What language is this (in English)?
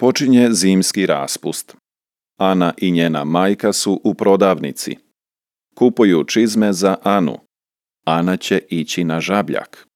Serbian